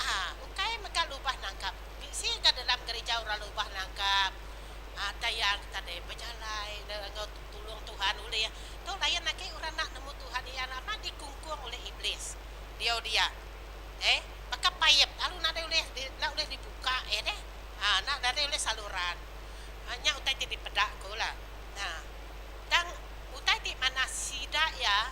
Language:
Iban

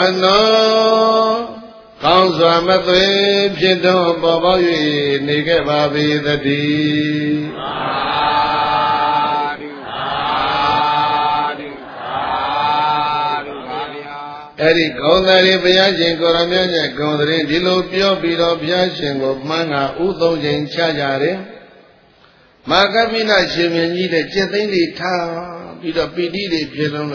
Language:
Burmese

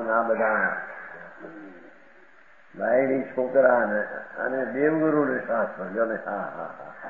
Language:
Gujarati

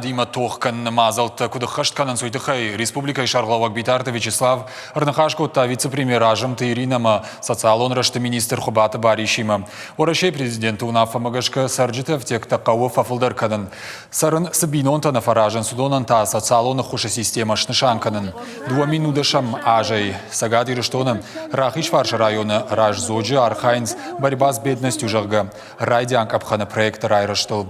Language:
Ossetic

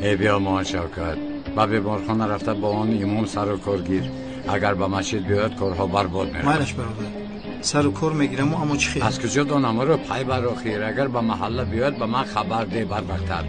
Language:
Tajik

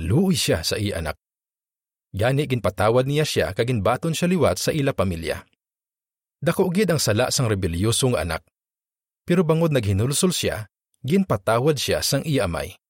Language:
Hiligaynon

